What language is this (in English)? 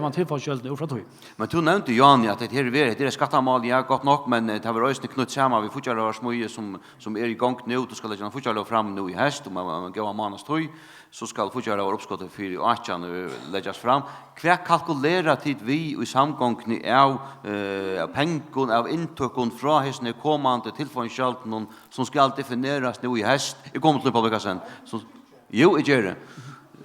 Faroese